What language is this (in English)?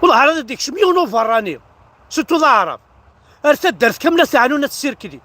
Kabyle